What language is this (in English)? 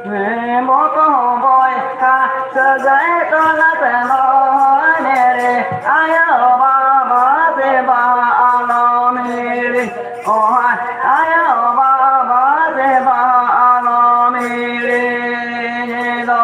Santali